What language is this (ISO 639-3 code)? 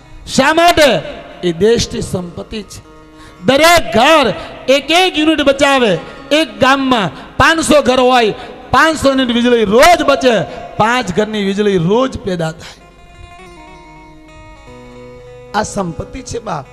guj